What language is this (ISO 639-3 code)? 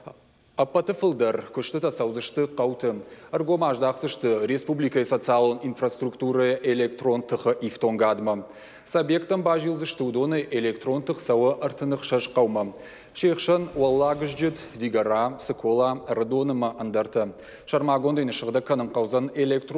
oss